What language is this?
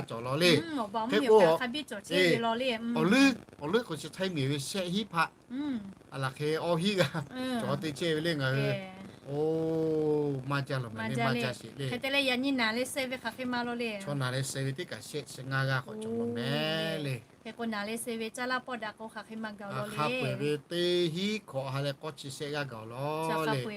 Lahu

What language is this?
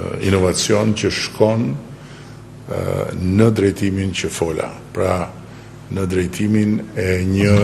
Albanian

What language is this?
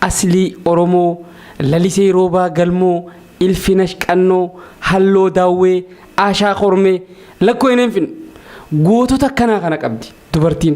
Oromo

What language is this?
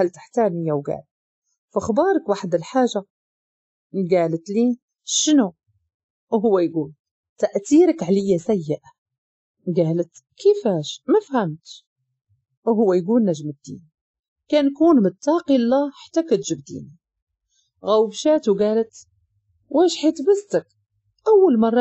Moroccan Arabic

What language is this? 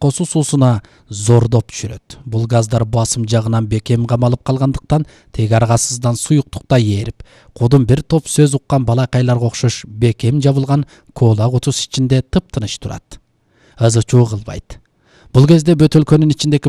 Kyrgyz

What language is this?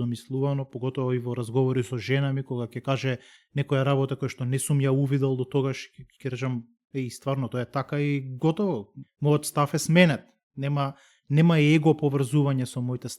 Macedonian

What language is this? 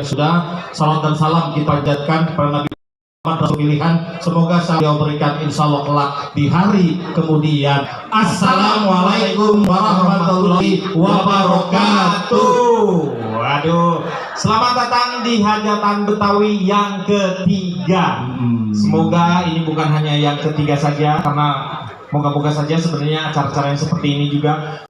Betawi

